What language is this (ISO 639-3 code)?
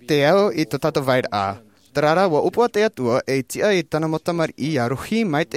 tah